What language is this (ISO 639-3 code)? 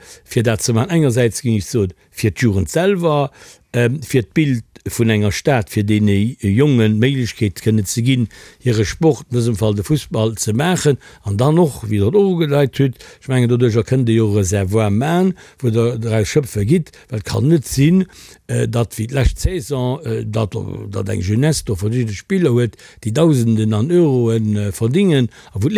ltz